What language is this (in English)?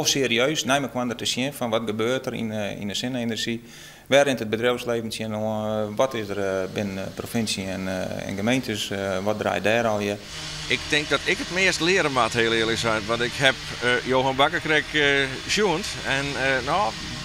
Western Frisian